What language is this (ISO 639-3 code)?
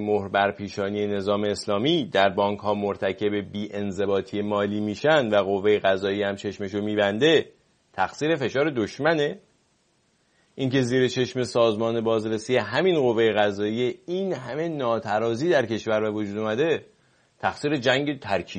fas